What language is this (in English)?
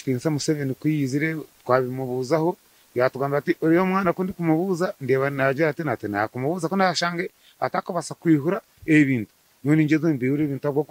Nyankole